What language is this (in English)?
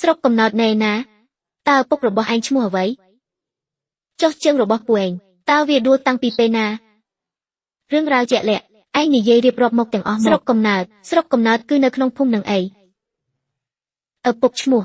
Khmer